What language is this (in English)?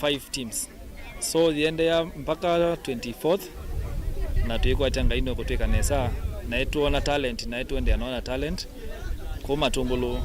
Kamba